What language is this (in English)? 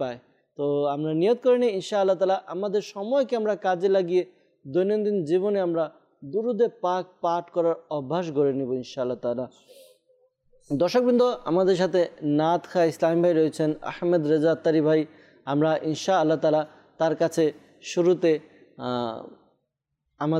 Bangla